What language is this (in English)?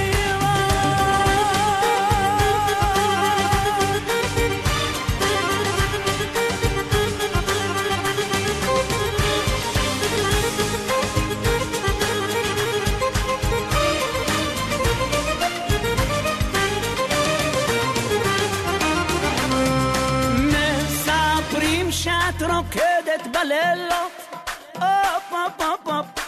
Hebrew